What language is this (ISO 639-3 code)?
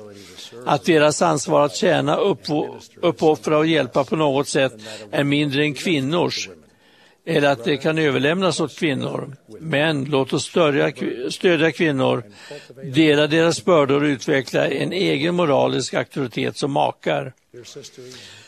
swe